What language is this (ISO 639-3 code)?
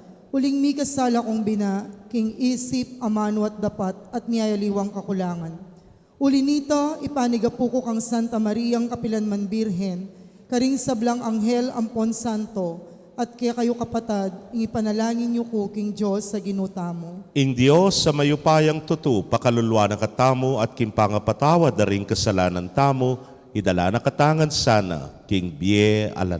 pam